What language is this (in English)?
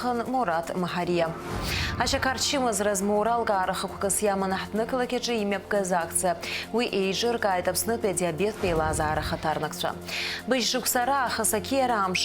Abkhazian